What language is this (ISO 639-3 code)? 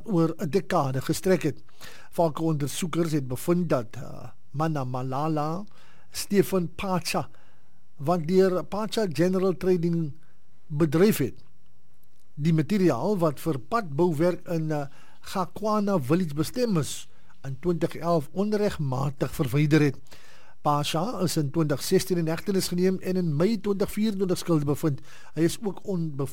afr